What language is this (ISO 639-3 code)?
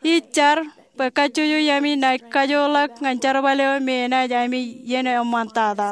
mah